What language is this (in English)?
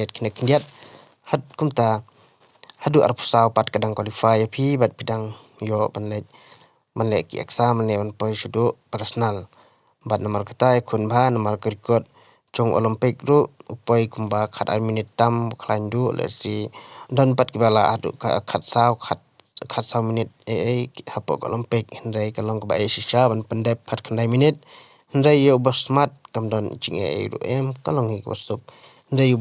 Khasi